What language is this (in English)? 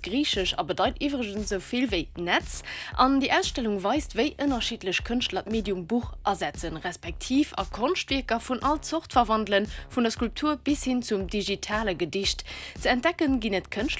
Luxembourgish